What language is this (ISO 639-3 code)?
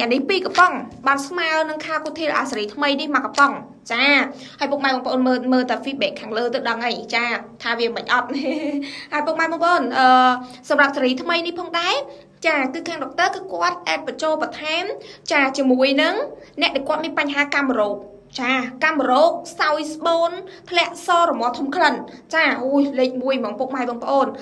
khm